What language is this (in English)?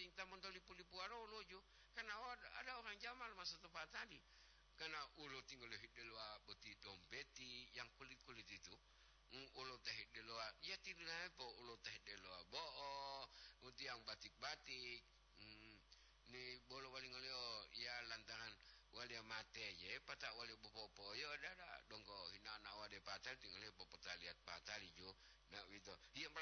Gorontalo